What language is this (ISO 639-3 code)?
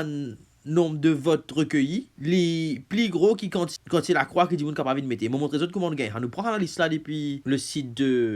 mfe